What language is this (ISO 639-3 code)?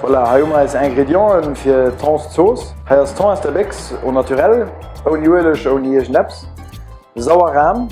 ltz